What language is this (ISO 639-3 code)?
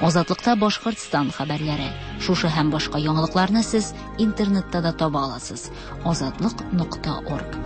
tat